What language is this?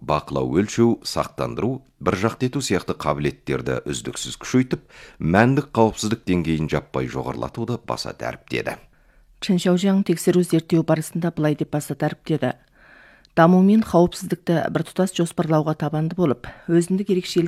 Kazakh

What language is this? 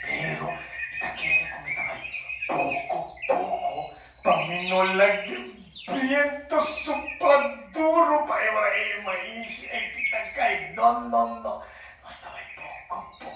Papiamento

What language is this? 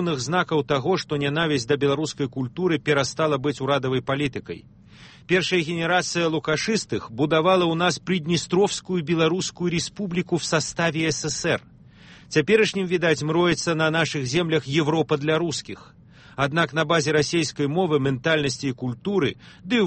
Belarusian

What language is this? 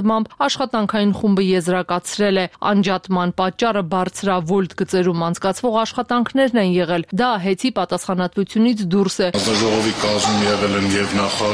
Armenian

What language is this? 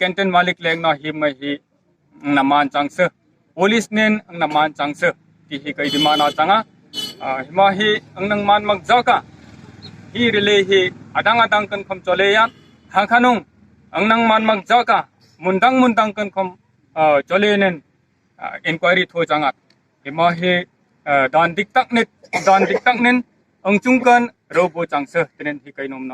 Kok Borok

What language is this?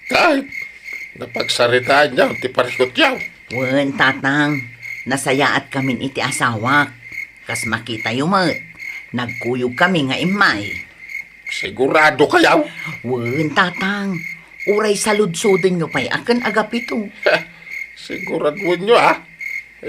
Iloko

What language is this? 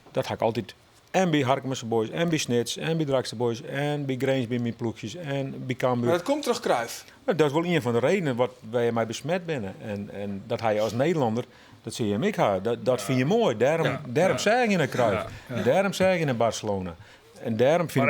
Western Frisian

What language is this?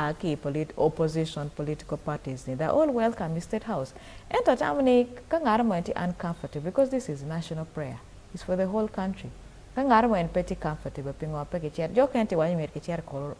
Acoli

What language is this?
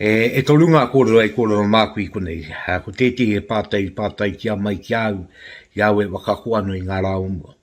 Māori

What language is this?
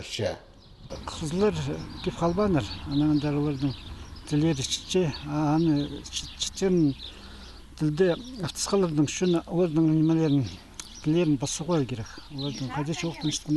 Khakas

